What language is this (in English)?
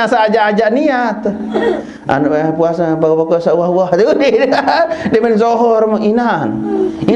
Sasak